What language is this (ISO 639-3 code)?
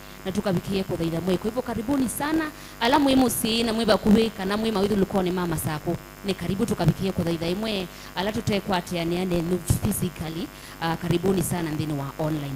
kam